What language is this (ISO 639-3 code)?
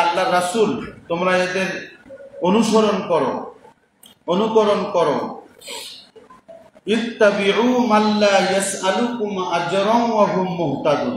ben